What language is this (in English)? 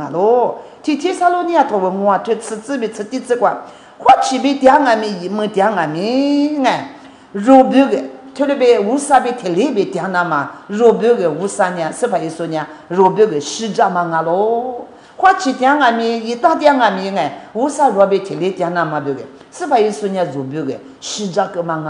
Lisu